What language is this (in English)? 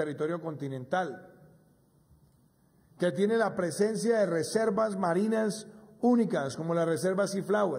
Spanish